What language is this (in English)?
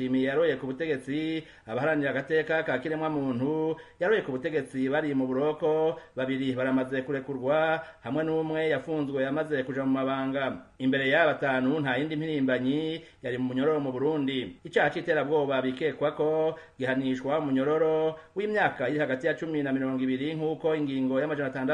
Rundi